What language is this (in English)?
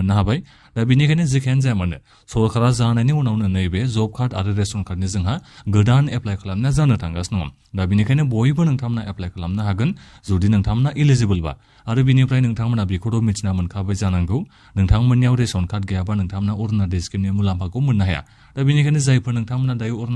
Bodo